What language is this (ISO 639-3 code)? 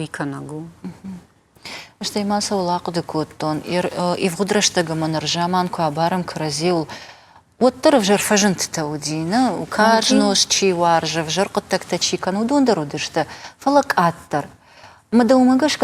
oss